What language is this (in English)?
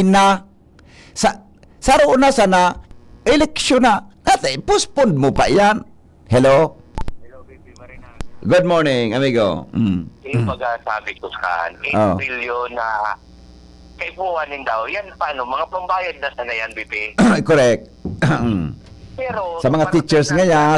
Bikol